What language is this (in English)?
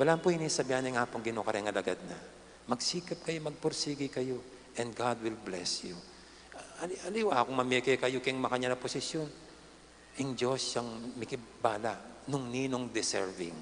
Pampanga